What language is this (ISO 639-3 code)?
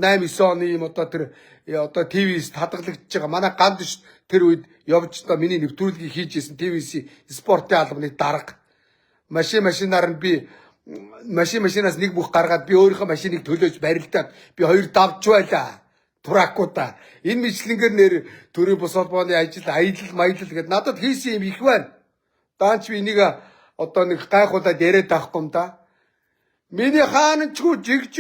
mon